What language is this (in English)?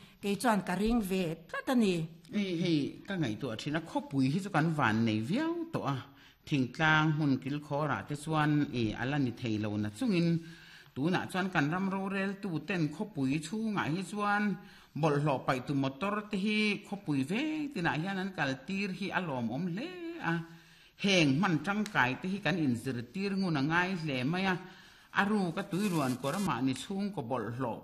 Mizo